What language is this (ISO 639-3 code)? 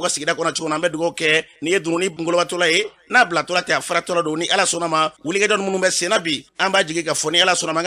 bam